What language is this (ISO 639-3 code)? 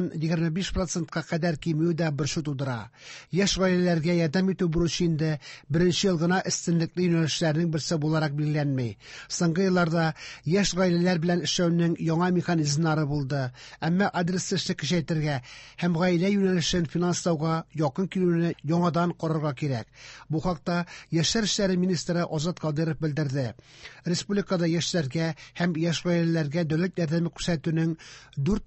tat